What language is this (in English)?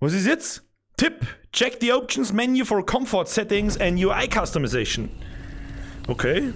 Bavarian